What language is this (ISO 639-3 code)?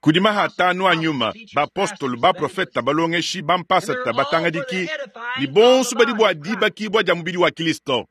lua